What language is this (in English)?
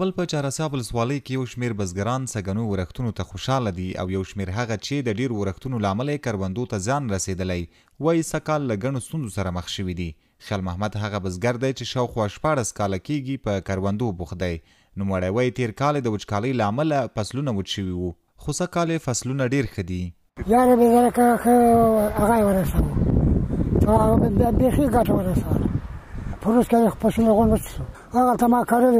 Pashto